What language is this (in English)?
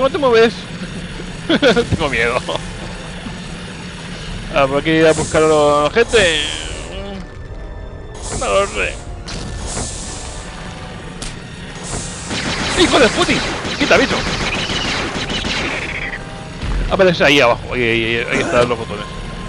Spanish